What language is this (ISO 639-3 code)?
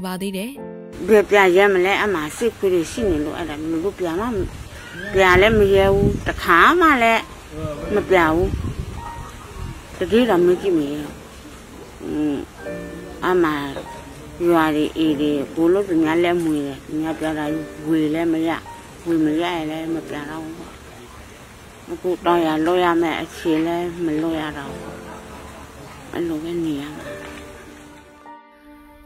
mya